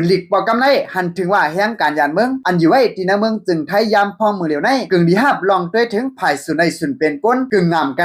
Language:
Lao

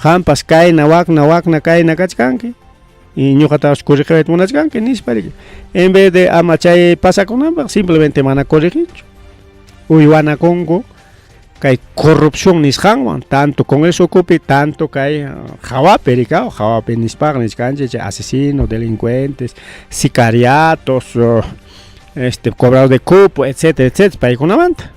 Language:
Ayacucho Quechua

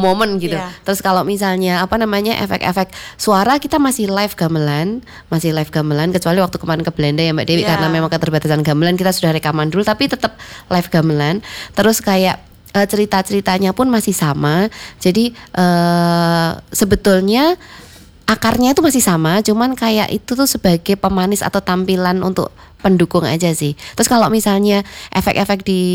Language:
Indonesian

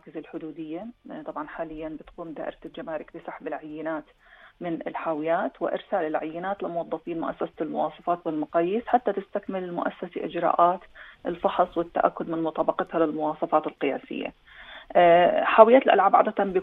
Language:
North Levantine Arabic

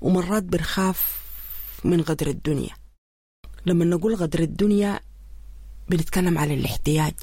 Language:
Sudanese Arabic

